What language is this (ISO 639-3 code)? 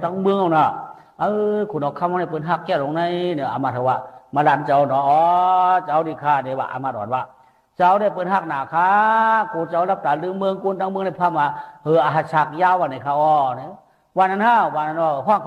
shn